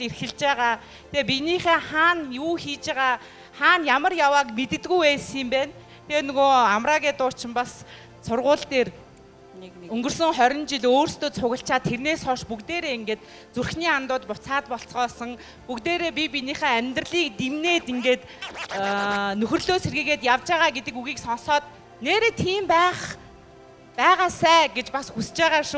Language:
Mongolian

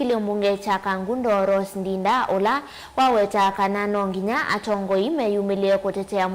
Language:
Kamba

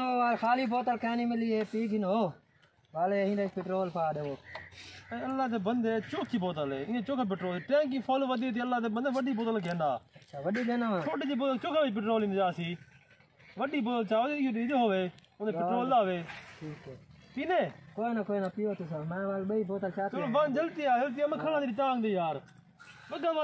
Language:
Saraiki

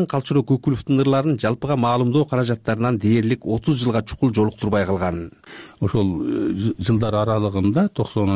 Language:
Kyrgyz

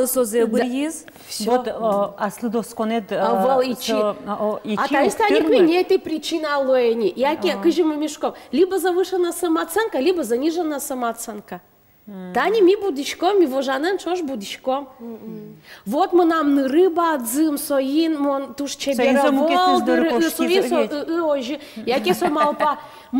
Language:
Udmurt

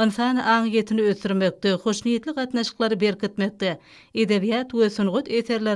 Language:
Turkmen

